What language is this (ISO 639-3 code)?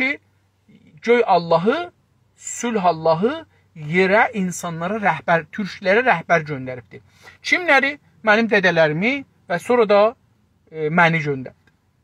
azb